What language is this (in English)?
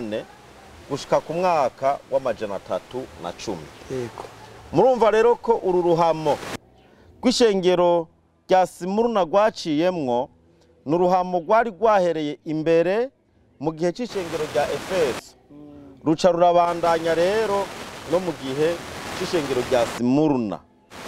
Rundi